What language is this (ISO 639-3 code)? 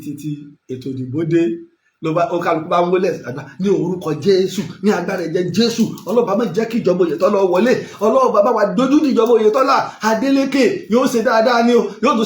yor